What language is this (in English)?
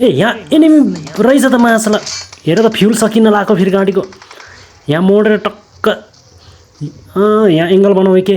Nepali